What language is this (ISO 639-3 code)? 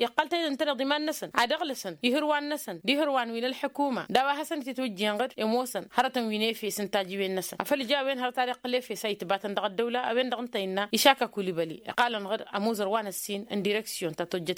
taq